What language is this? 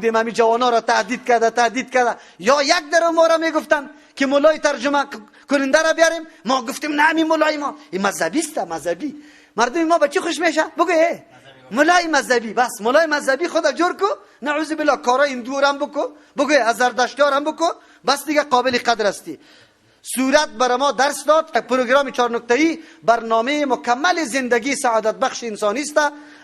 Persian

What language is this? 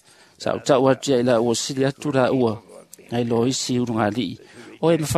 Samoan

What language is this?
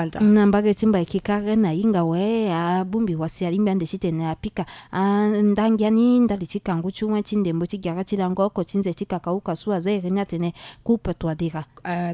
Sango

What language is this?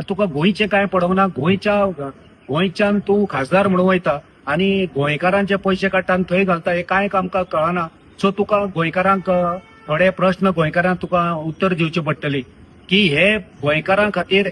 Konkani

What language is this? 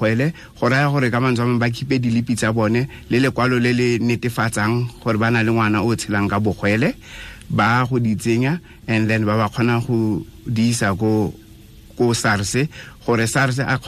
Tswana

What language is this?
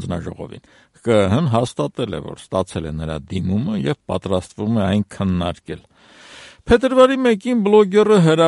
Armenian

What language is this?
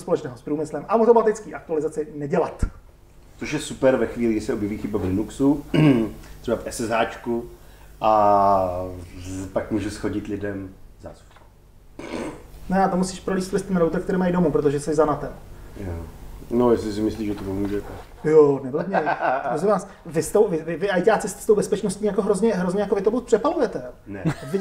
Czech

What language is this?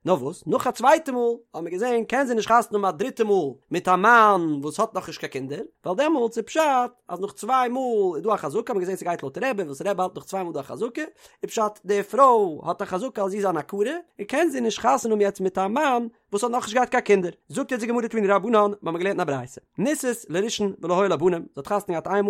Yiddish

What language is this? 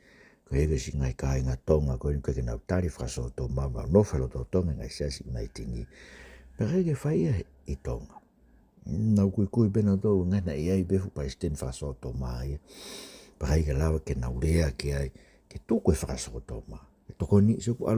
Tongan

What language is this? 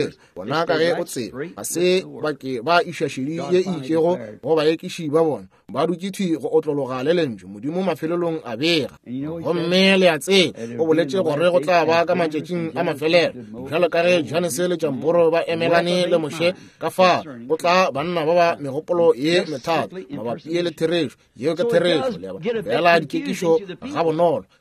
Northern Sotho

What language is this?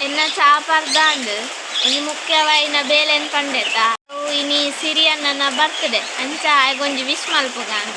Tulu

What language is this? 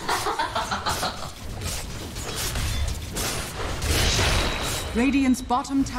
English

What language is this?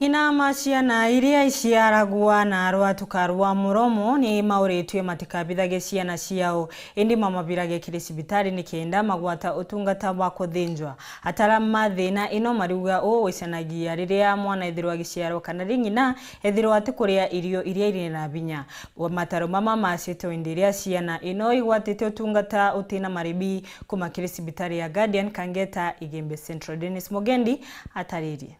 Meru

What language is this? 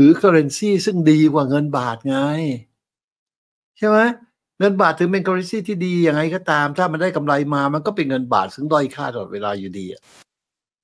Thai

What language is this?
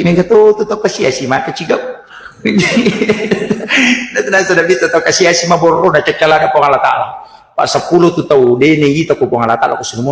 Buginese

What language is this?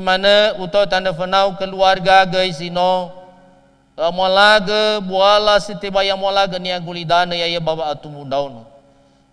Nias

